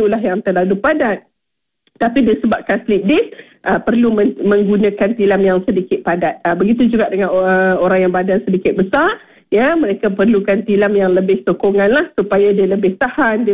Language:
Malay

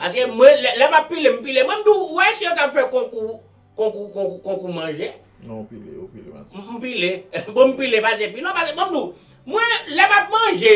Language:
Haitian Creole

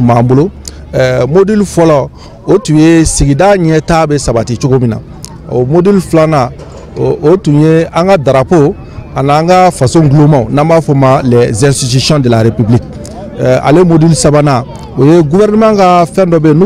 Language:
Bambara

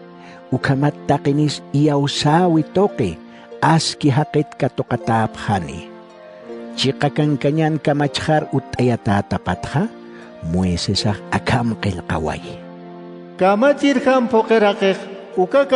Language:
Aymara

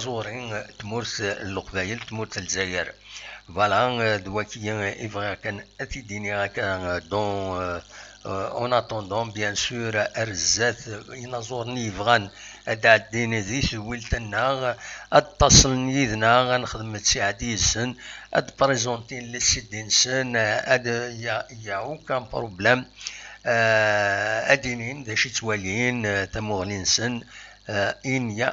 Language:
Kabyle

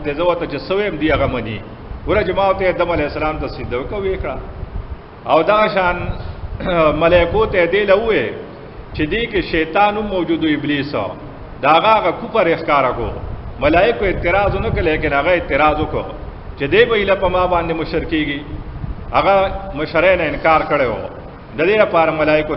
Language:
Pashto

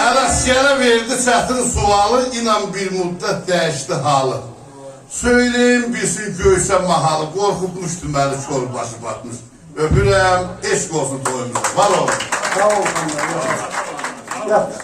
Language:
South Azerbaijani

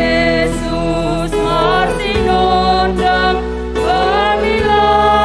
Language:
Batak Simalungun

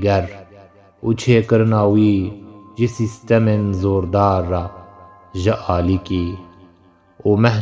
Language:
Kurdish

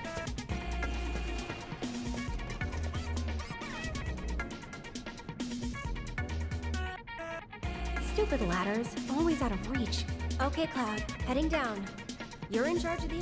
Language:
English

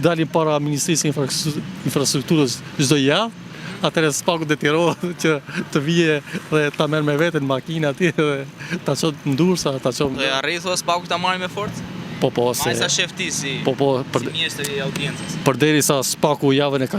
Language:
Albanian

